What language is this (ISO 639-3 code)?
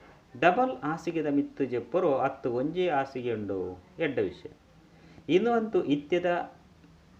tcy